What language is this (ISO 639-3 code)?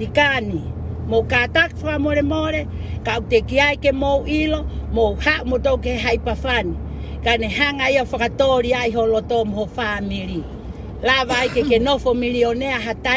ton